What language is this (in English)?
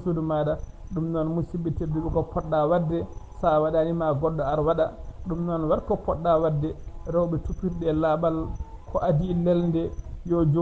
Fula